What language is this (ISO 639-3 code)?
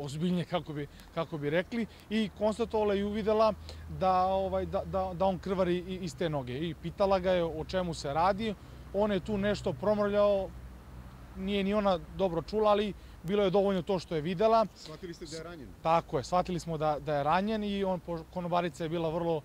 srp